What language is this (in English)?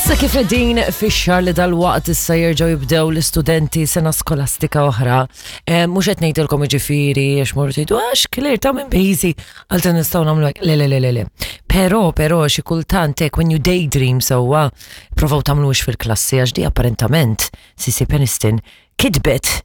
Maltese